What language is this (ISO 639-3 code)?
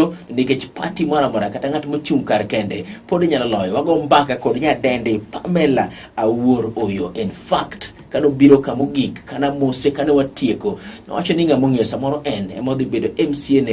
luo